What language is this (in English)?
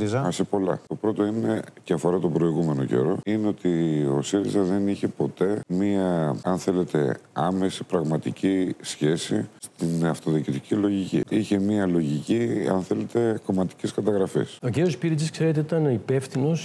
Greek